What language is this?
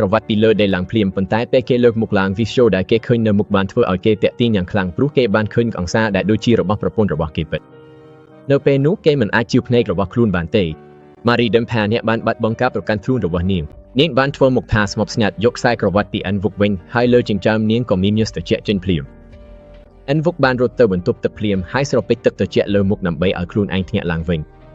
Khmer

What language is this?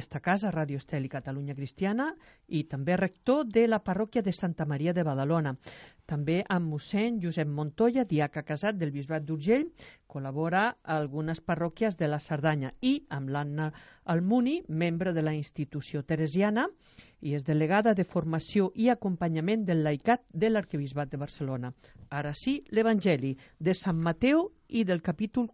Catalan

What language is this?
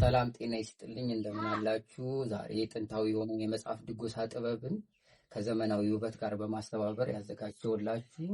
Amharic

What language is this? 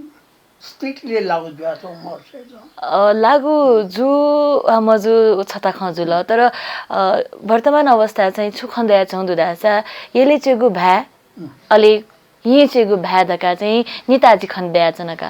Newari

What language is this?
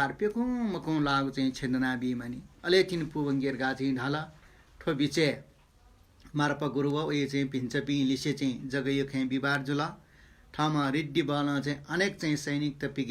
Newari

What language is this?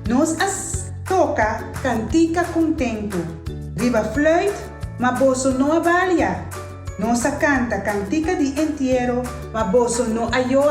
Papiamento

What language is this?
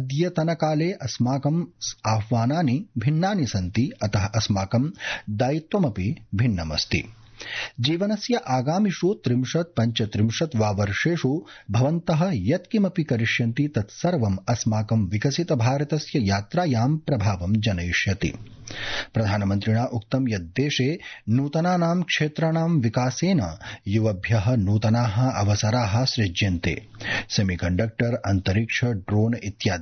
Sanskrit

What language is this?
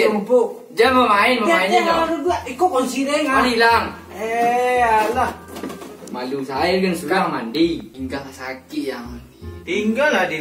Minangkabau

